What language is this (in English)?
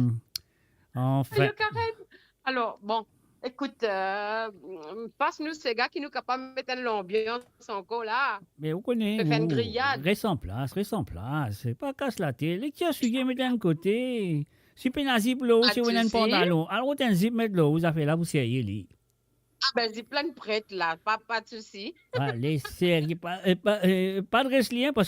Morisyen